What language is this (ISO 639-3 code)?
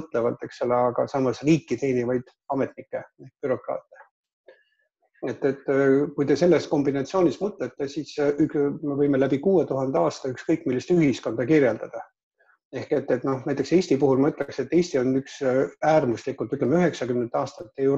est